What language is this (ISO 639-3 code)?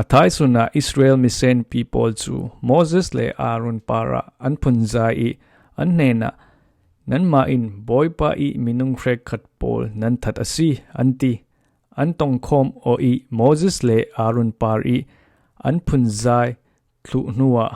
cfm